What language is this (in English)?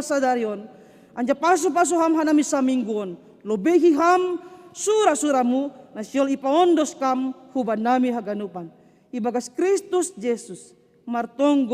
Batak Simalungun